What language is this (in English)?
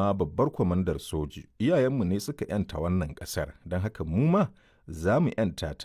Hausa